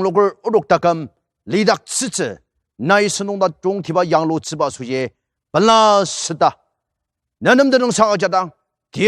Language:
Ao Naga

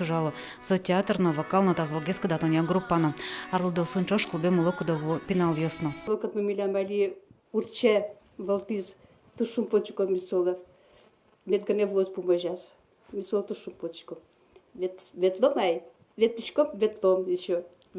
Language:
Udmurt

